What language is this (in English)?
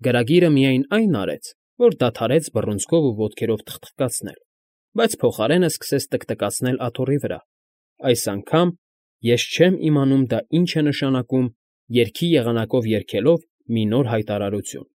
Armenian